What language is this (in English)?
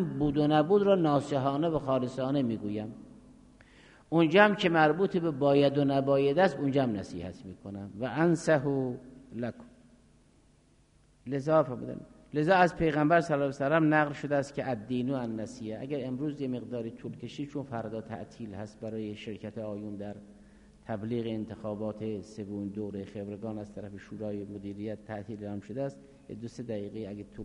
Persian